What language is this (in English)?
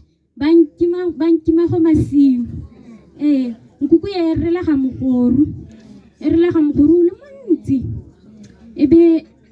Tswana